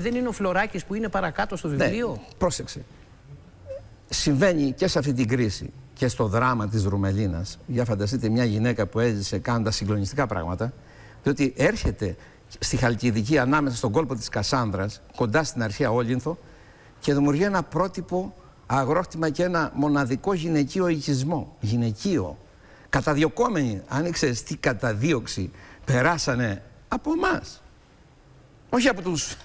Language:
Greek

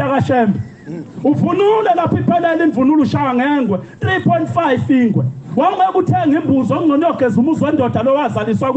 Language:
Zulu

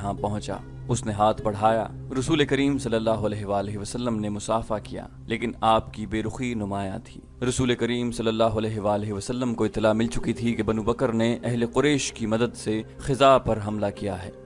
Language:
Urdu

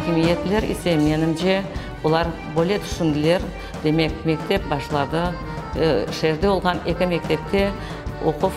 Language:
Crimean Tatar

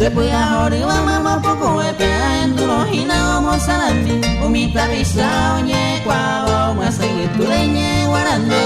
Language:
Guarani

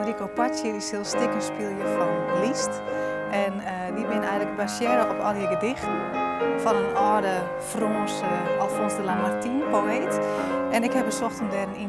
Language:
Western Frisian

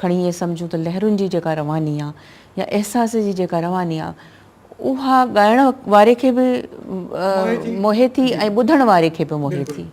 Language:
Sindhi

